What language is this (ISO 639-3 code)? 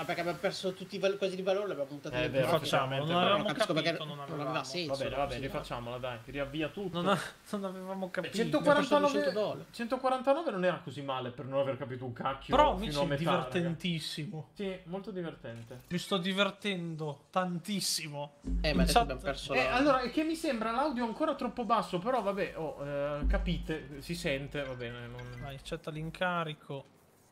ita